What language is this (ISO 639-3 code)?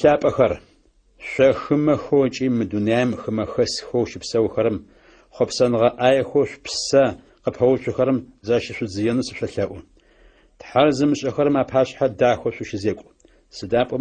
ady